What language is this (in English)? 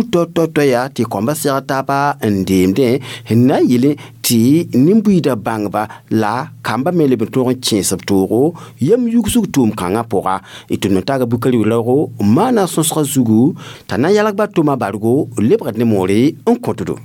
Mossi